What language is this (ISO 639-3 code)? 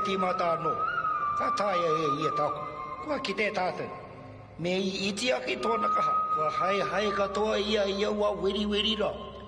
mri